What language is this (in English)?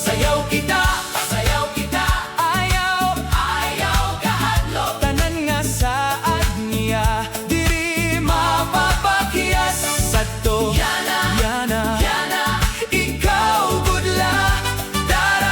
Waray